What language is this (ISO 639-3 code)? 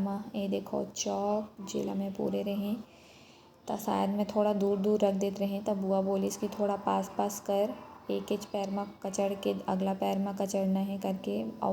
hne